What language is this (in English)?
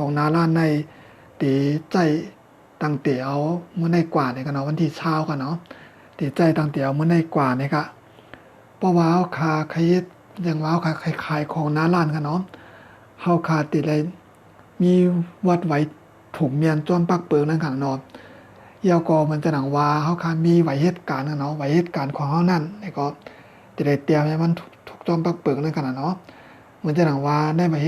Shan